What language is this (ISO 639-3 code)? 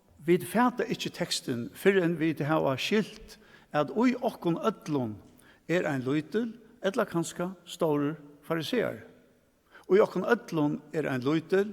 fao